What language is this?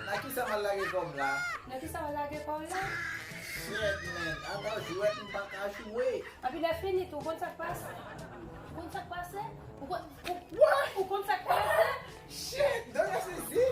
Haitian Creole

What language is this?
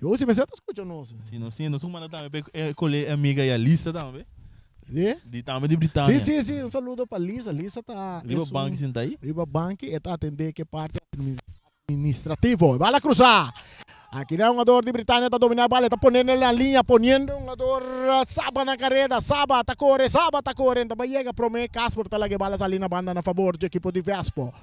Papiamento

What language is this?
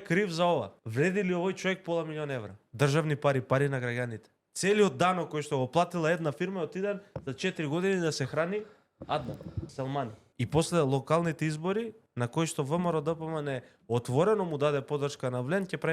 Macedonian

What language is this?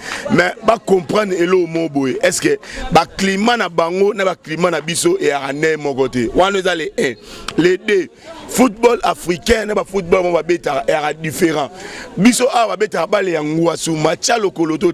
Lingala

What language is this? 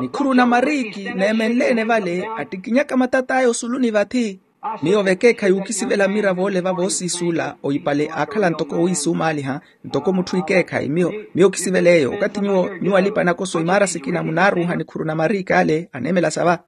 Makhuwa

